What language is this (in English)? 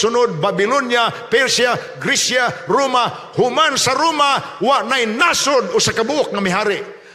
Cebuano